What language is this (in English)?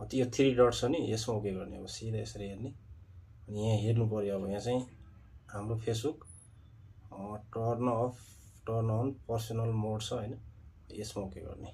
Nepali